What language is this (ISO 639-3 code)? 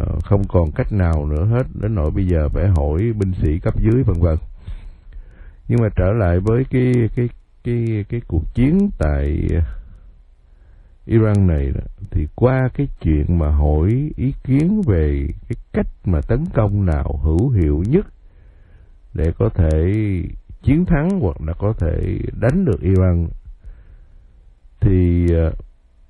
vie